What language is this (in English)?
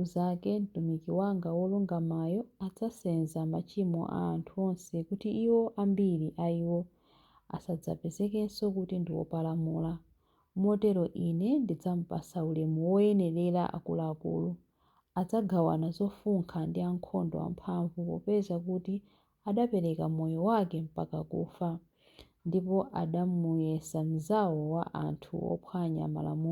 Nyanja